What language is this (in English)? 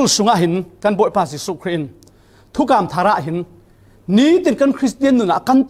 Falam Chin